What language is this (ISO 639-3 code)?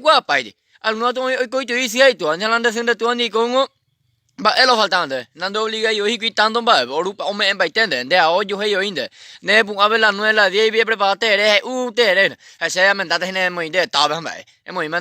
grn